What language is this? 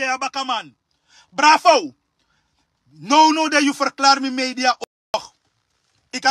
Sranan Tongo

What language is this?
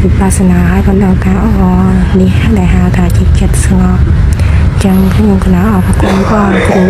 Khmer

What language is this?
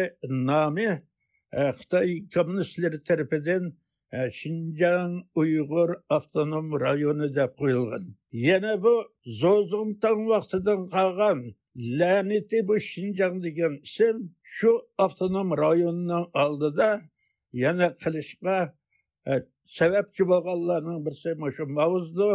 Uyghur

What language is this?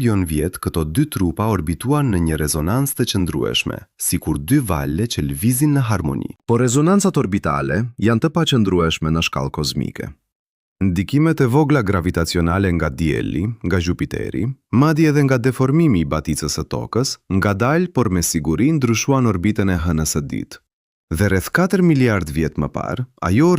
Albanian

